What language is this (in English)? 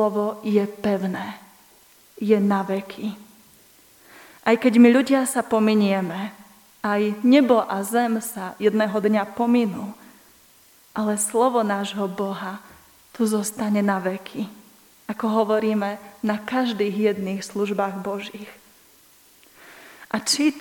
Slovak